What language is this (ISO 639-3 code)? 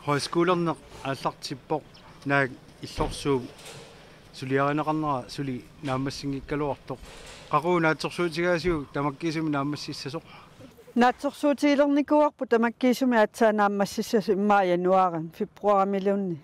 kal